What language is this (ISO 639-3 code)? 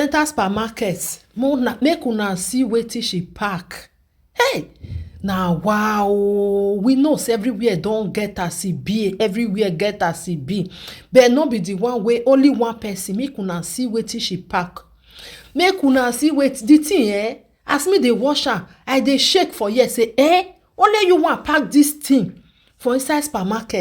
pcm